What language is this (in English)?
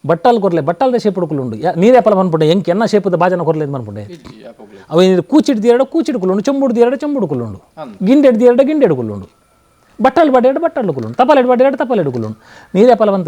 Tulu